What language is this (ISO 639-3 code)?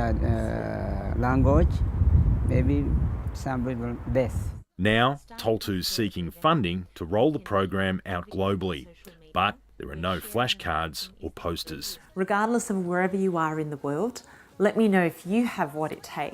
eng